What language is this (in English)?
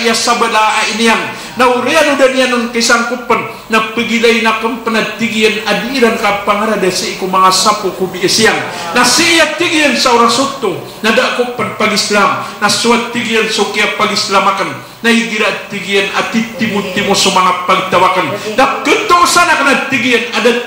Maranao